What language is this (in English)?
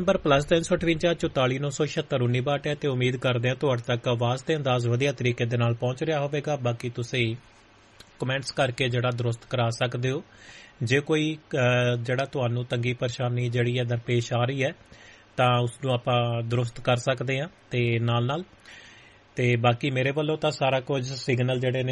Punjabi